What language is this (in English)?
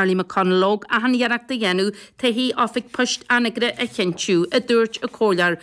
Irish